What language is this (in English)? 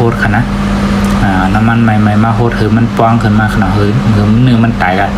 Shan